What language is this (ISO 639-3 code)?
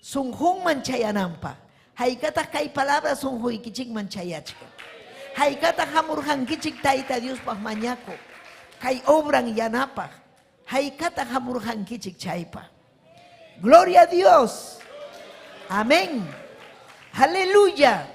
quy